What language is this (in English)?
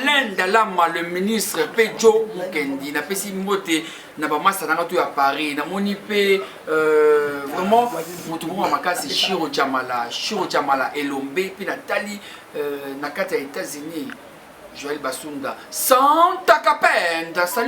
Lingala